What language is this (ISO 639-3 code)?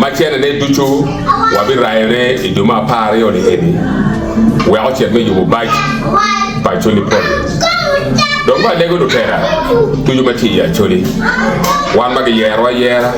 ach